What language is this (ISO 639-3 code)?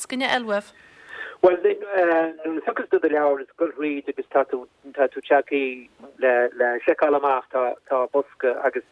gle